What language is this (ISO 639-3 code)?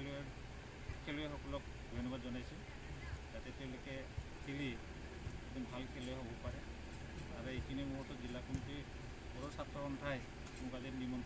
asm